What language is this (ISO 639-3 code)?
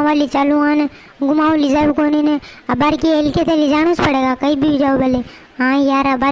raj